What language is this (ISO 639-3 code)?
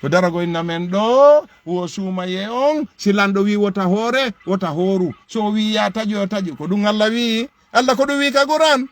ful